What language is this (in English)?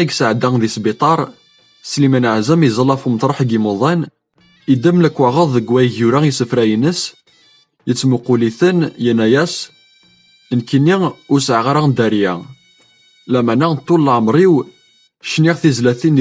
Kabyle